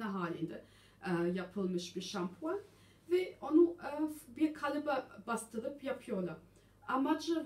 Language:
Turkish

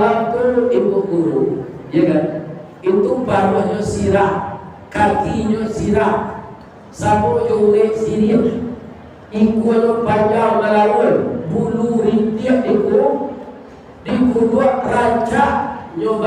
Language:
Minangkabau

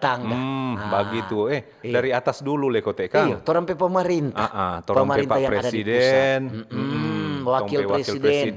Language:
Manado Malay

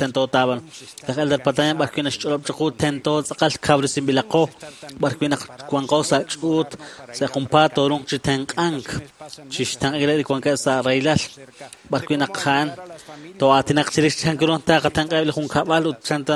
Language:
Kekchí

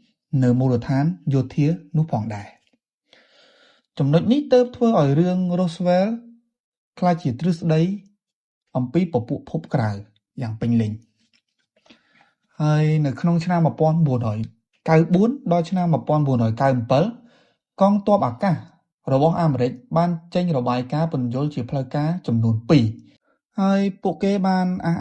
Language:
Khmer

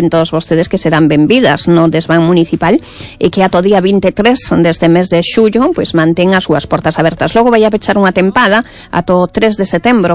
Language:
Galician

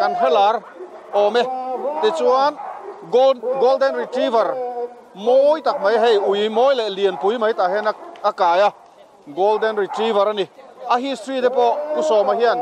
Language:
Mizo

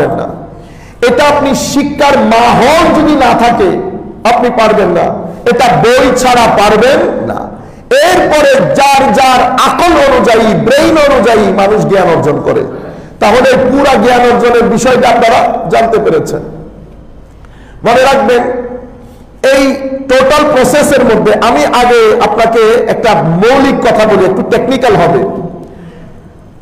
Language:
Bangla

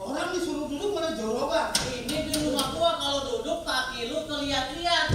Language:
Betawi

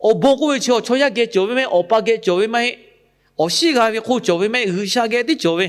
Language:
Lahu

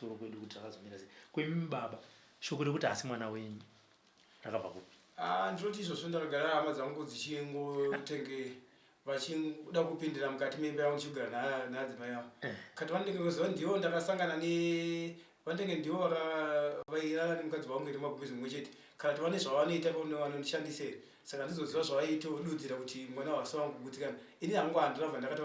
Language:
Shona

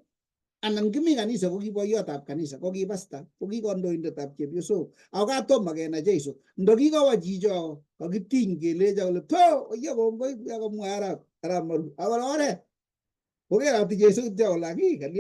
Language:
Kalenjin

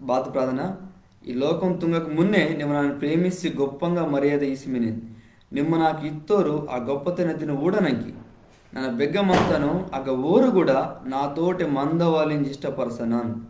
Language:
Koya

